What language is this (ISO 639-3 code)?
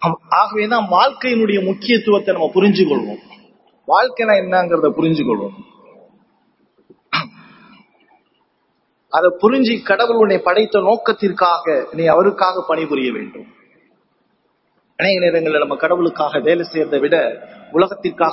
tam